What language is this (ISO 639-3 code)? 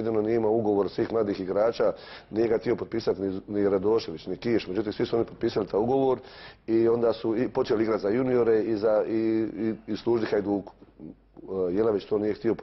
hrv